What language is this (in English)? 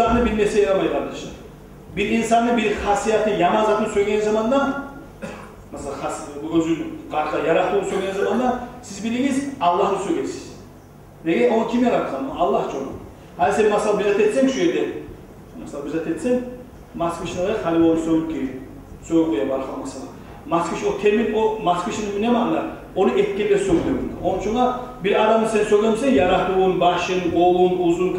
Kumyk